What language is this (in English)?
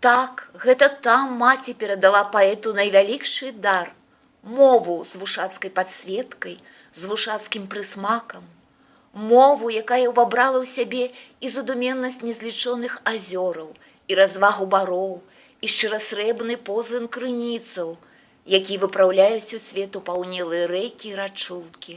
Belarusian